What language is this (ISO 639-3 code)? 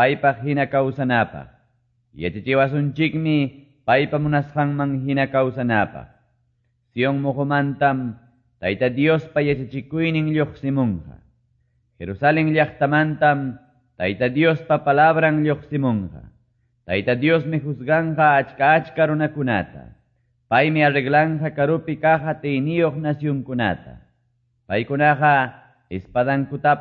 que